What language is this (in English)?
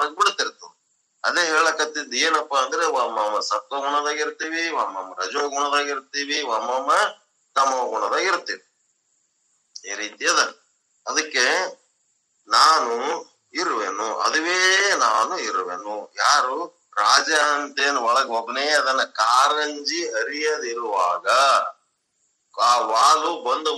Kannada